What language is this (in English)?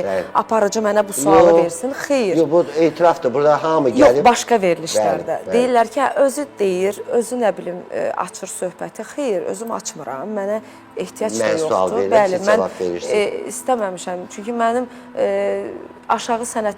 Azerbaijani